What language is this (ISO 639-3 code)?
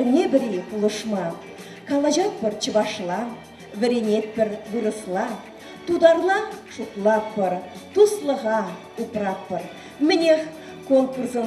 chv